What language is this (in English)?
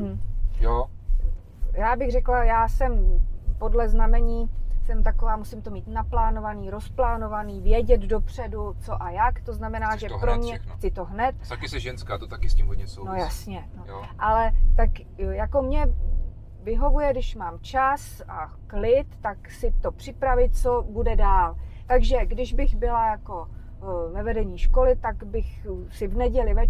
Czech